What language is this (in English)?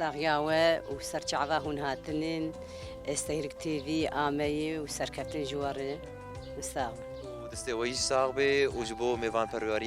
Kurdish